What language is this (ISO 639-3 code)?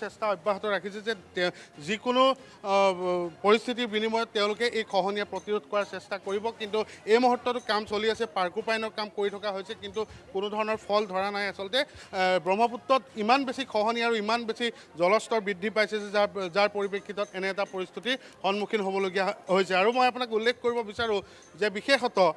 asm